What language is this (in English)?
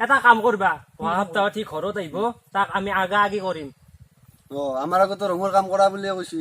Assamese